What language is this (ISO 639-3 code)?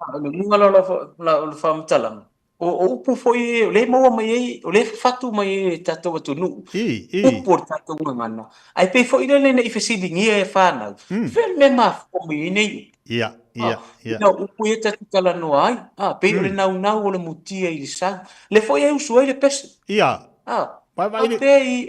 smo